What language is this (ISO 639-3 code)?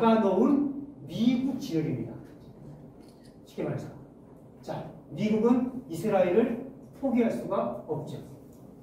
kor